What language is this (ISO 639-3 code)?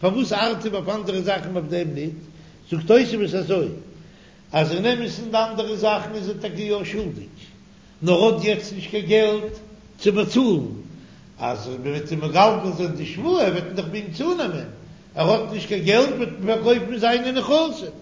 yid